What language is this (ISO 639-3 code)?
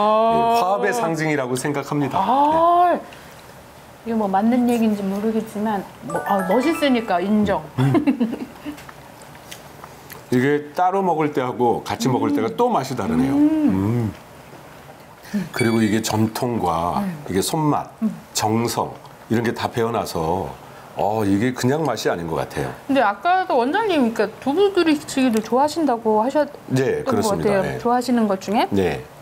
kor